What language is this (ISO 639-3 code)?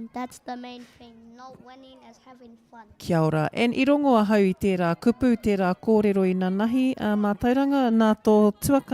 mri